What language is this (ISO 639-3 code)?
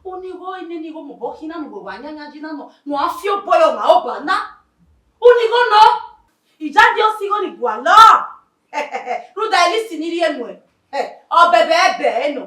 bin